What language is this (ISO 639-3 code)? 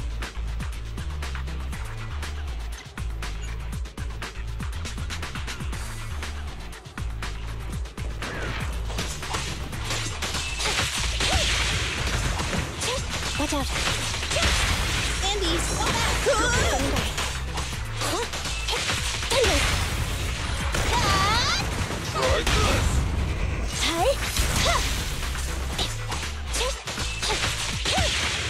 eng